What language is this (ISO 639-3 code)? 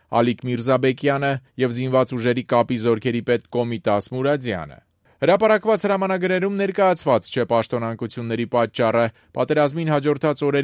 hye